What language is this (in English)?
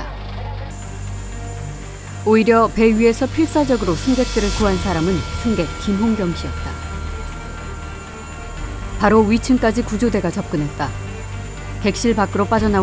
Korean